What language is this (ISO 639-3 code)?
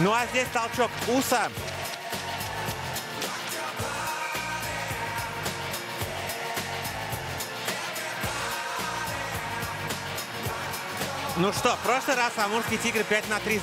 rus